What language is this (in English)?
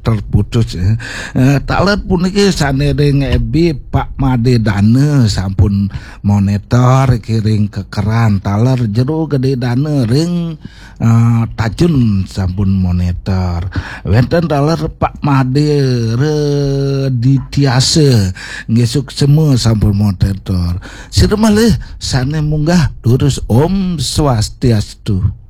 Balinese